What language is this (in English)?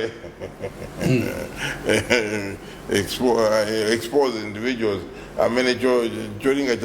Nyanja